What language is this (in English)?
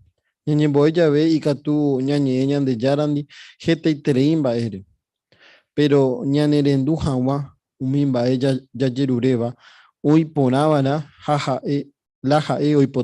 Guarani